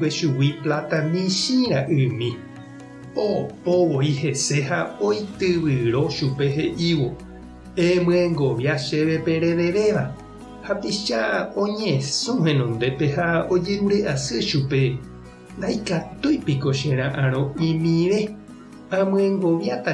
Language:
Guarani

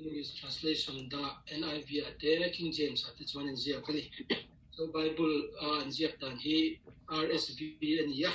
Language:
Mizo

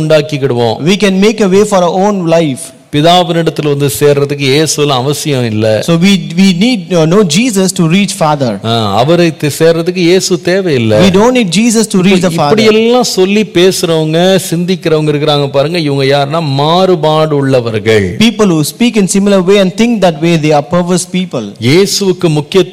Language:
Tamil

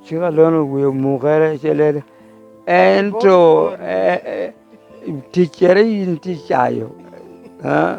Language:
Lango (Uganda)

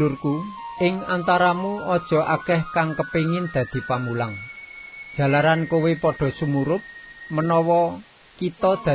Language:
Javanese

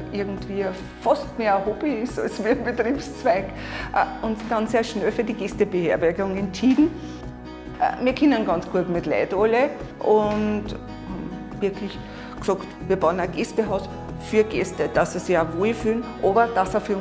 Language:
Bavarian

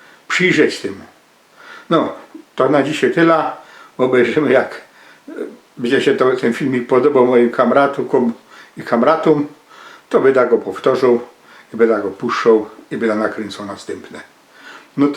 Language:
Silesian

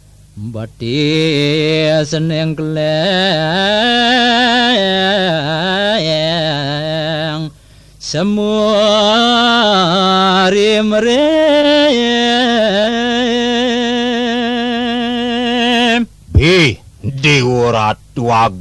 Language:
Balinese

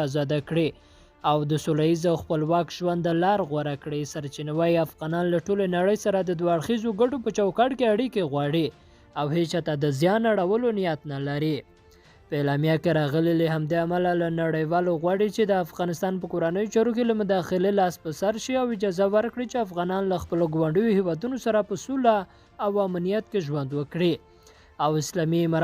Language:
Pashto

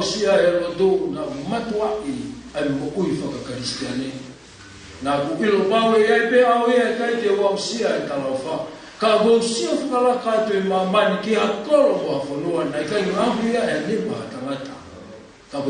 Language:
Tongan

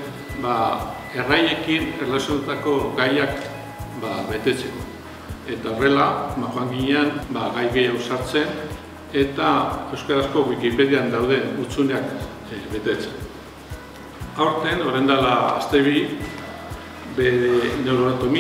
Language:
Basque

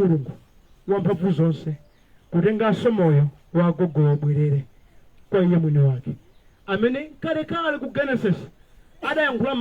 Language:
Nyanja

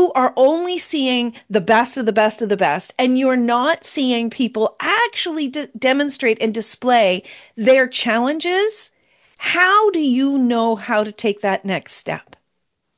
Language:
English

